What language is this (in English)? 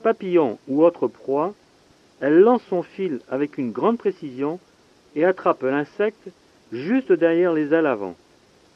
French